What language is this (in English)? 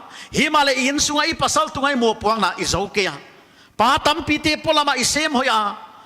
Paite Chin